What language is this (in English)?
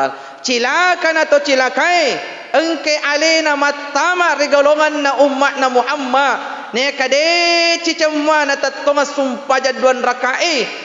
Buginese